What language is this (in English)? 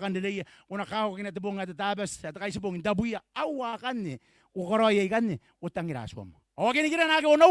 Gilbertese